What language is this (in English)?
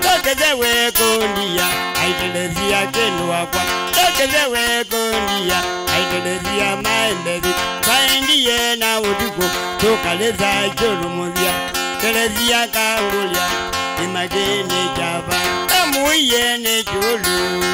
Kamba